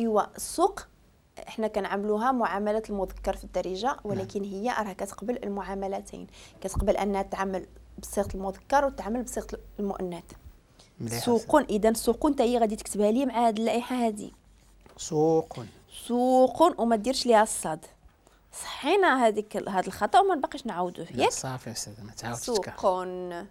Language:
Moroccan Arabic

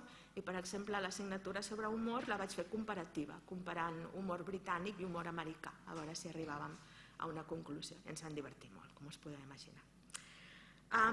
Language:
Catalan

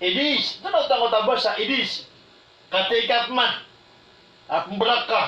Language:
Maranao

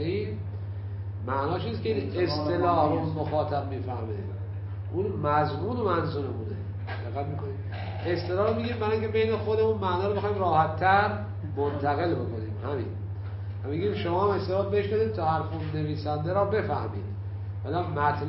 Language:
Persian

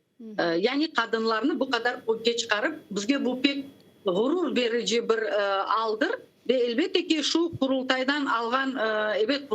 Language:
Crimean Tatar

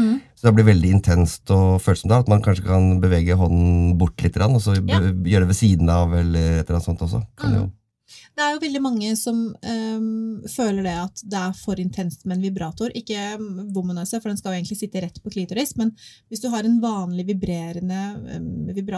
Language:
Norwegian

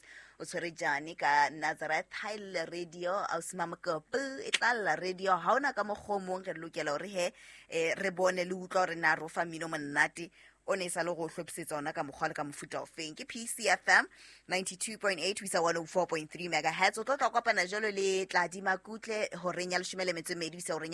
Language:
Southern Sotho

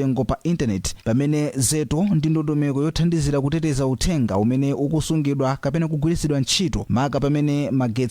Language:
Nyanja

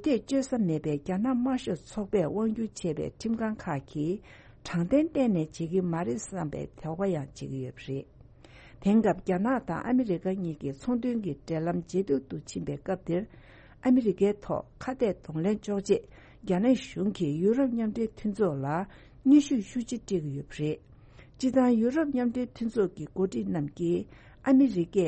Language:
Tibetan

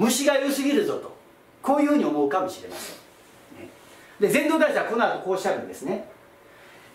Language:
Japanese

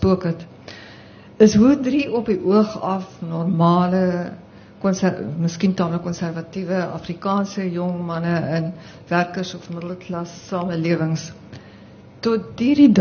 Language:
Afrikaans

